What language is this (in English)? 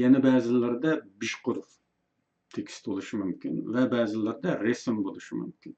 Uyghur